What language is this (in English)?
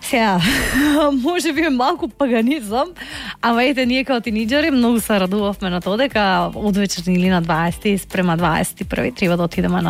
Macedonian